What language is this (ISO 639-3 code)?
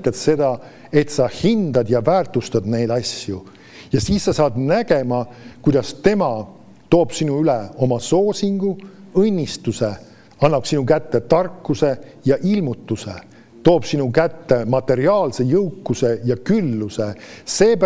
est